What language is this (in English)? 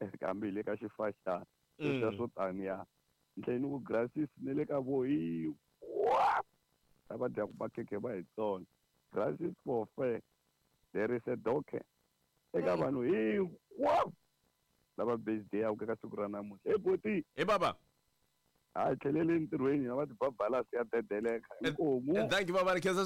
Tsonga